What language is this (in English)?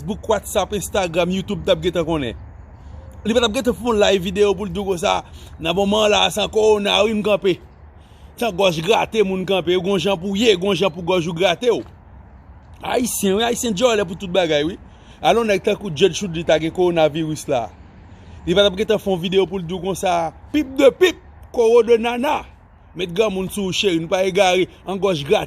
Haitian Creole